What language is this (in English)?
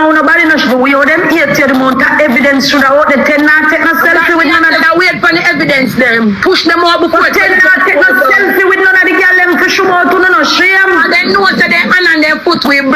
Jamaican Creole English